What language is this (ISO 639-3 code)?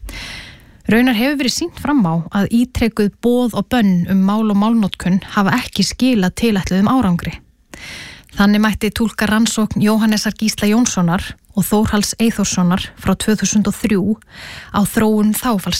isl